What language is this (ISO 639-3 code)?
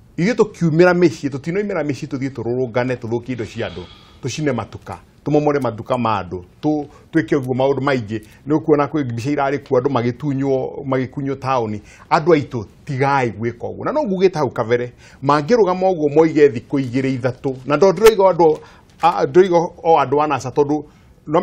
kik